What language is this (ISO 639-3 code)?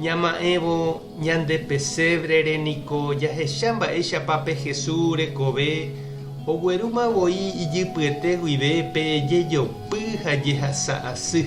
grn